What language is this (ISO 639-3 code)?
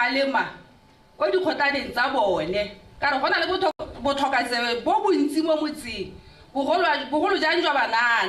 tsn